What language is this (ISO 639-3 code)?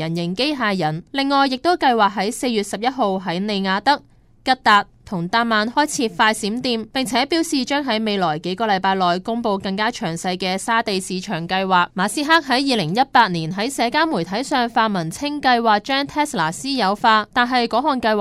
yue